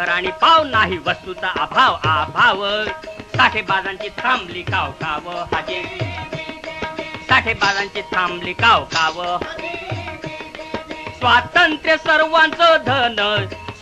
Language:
Marathi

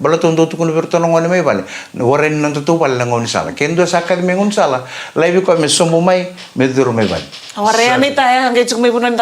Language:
Fijian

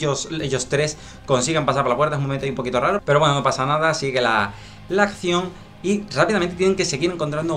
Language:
Spanish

